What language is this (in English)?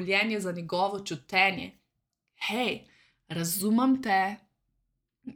Slovenian